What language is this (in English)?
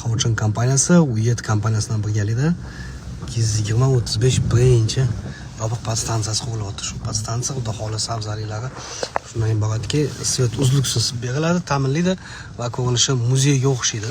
Uzbek